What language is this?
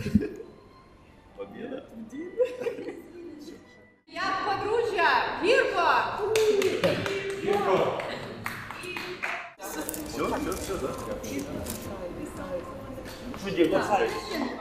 Ukrainian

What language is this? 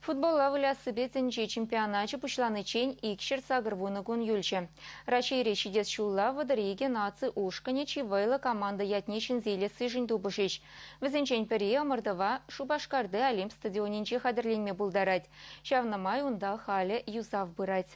Chuvash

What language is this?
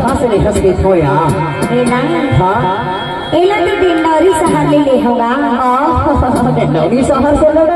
Chhattisgarhi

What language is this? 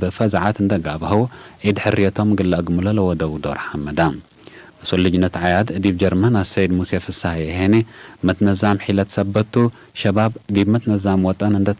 Tigre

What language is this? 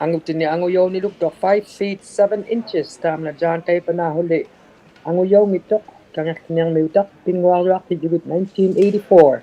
Inuktitut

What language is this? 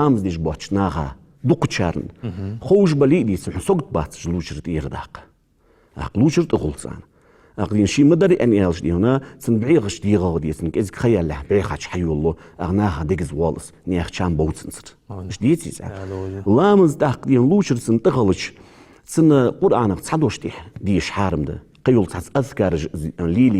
Ingush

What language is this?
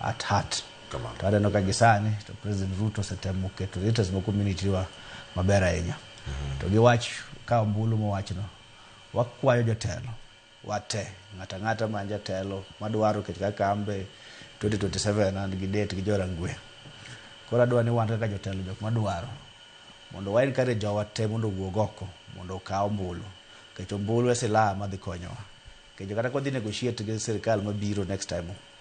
Luo (Kenya and Tanzania)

